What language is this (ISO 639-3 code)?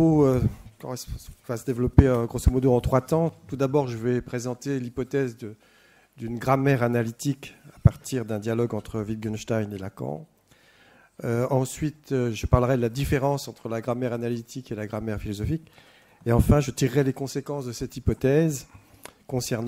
fra